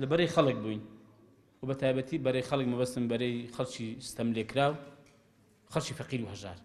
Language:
Central Kurdish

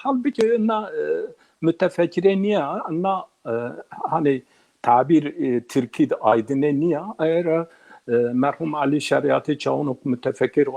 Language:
Zaza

